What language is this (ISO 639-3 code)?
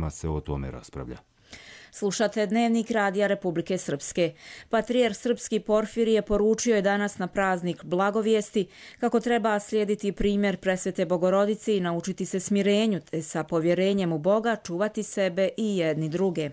hrv